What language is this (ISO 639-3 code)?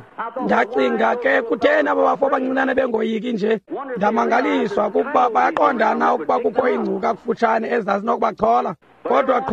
xho